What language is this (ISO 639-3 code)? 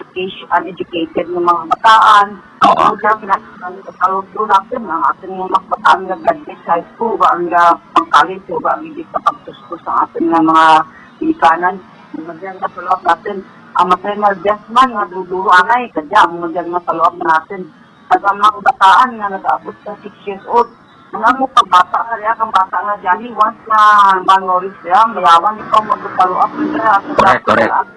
hil